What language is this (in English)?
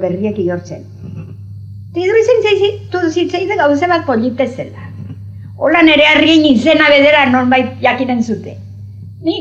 Basque